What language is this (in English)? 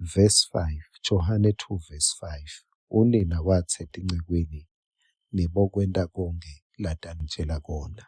Swati